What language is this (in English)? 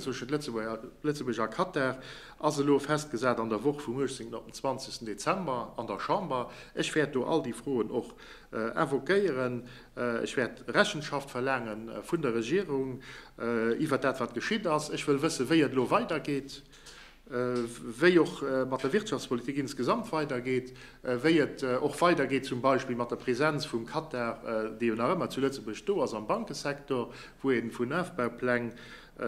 Luxembourgish